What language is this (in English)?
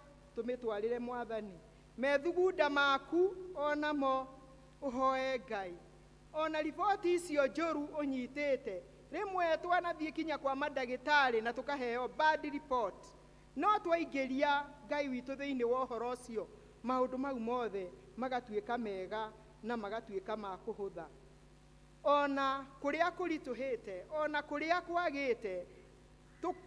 Kikuyu